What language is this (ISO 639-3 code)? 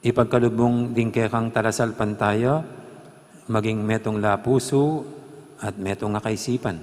pam